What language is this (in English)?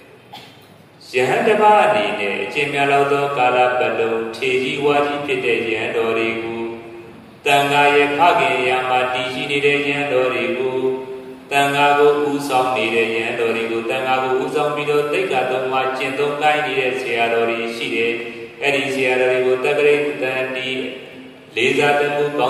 Burmese